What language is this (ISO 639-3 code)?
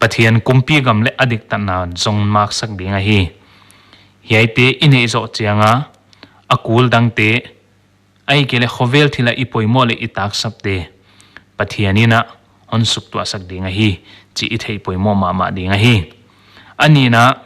pck